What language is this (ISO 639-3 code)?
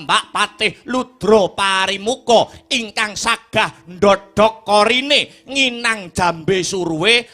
jav